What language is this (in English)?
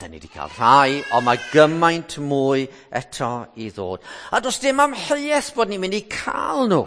Welsh